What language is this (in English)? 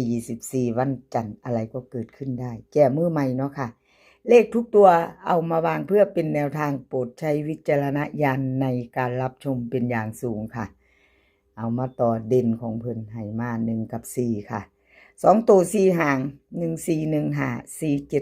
Northeastern Thai